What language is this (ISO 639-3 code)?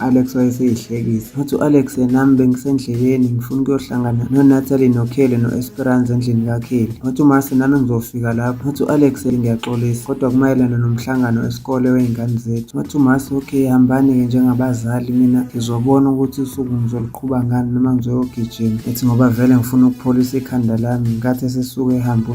zul